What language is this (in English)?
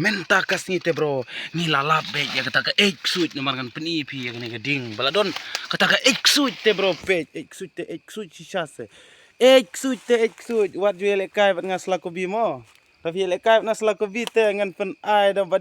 Khasi